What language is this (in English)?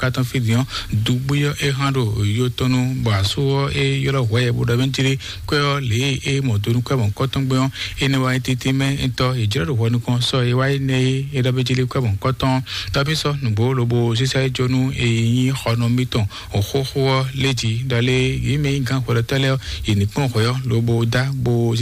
Fon